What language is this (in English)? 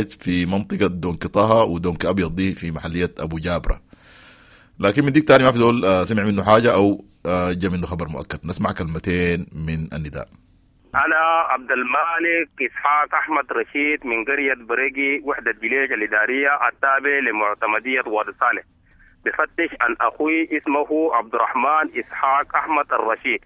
Sudanese Arabic